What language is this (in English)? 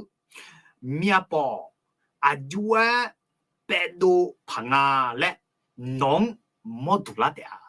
Akha